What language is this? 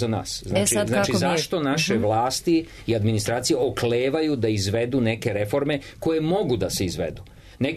Serbian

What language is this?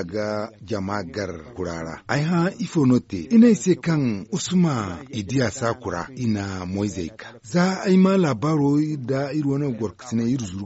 Zarma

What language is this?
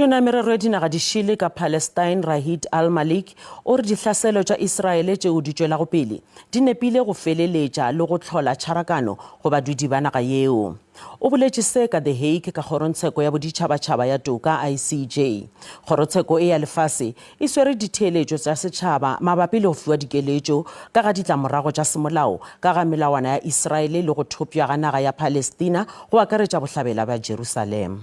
Northern Sotho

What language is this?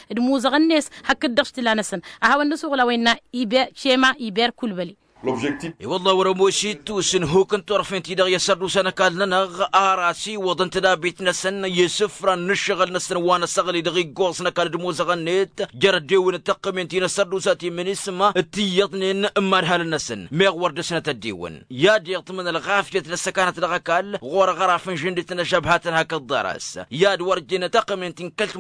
Tamasheq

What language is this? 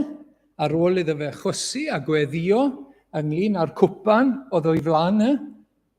Welsh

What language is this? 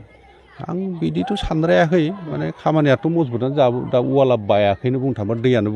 Bodo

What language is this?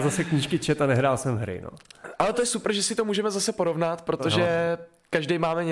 Czech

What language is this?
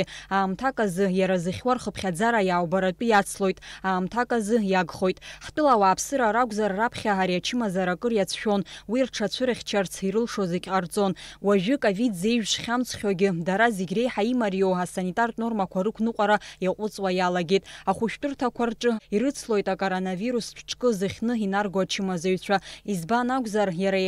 Abkhazian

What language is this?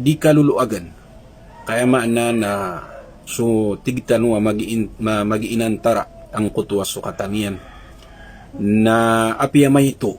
Maranao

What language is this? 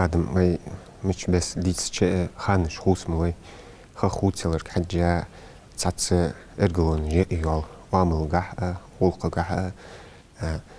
Ingush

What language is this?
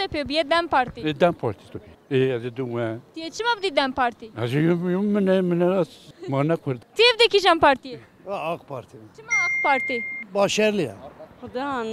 Kurdish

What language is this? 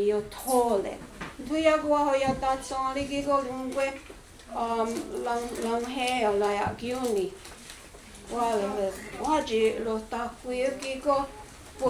Mohawk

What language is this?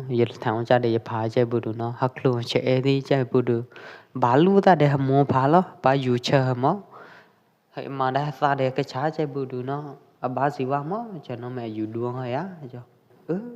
Pwo Eastern Karen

